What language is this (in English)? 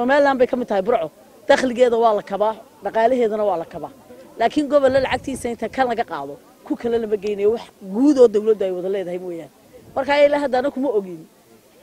Somali